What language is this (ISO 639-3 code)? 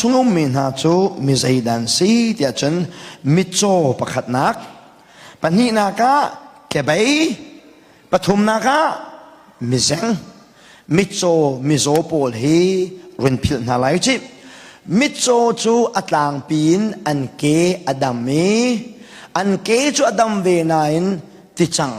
cnh